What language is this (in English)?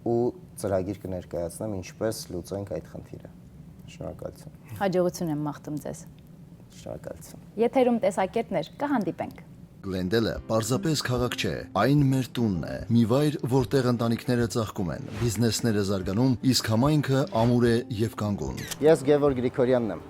Western Armenian